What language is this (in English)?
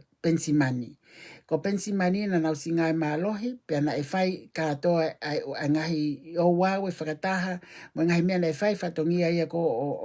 Tongan